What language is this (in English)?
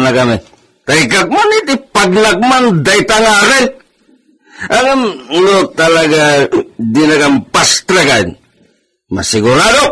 Iloko